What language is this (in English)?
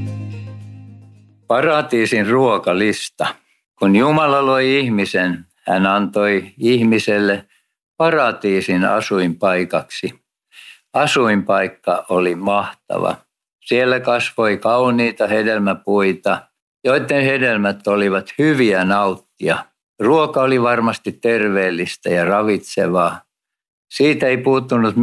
Finnish